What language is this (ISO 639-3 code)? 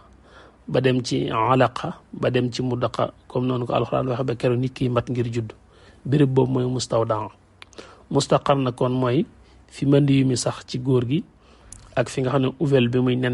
wol